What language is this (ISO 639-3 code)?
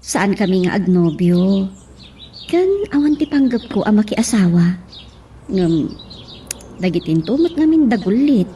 ilo